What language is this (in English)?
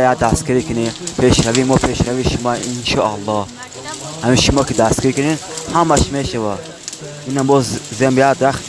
Tajik